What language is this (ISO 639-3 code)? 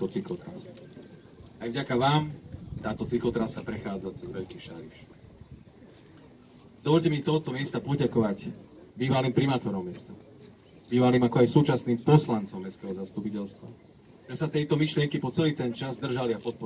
slk